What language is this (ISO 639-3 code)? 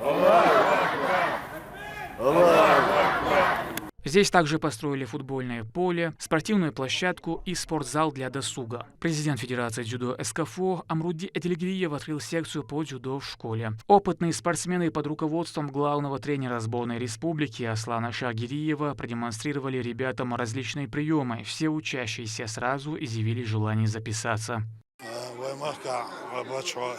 che